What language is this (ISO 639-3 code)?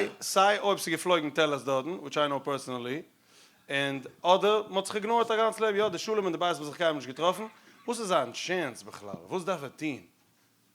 yid